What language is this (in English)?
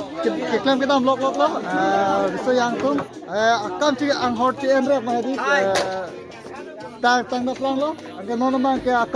Karbi